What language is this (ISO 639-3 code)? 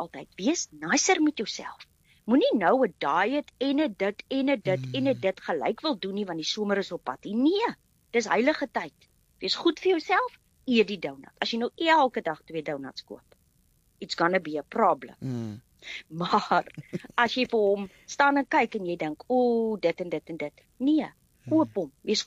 afr